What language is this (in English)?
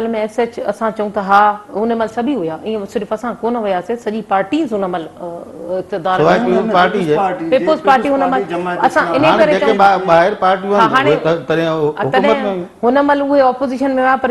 Sindhi